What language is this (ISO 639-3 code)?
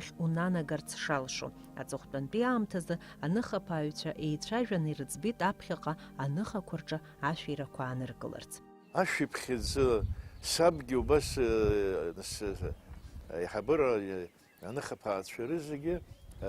abk